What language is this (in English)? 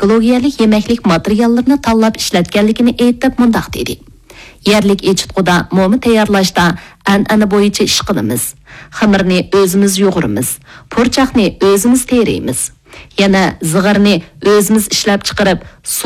Uyghur